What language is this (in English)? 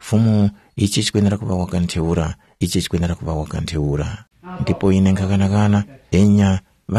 Tumbuka